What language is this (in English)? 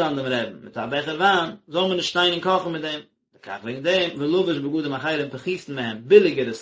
Yiddish